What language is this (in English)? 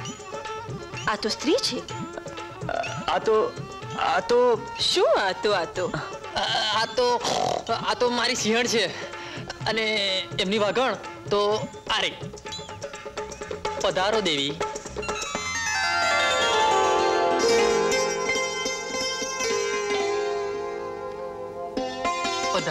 Gujarati